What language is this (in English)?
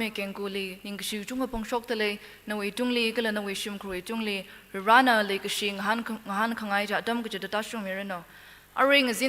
Tangkhul Naga (India)